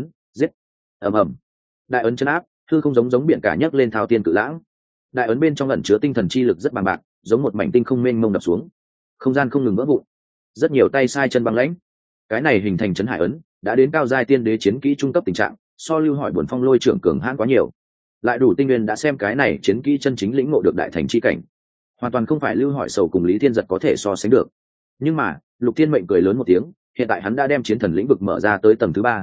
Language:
Vietnamese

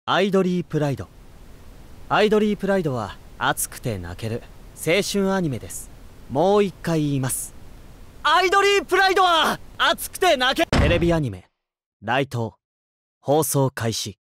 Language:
Japanese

